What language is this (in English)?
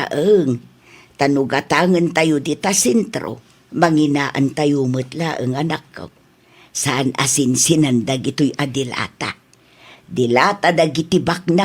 Iloko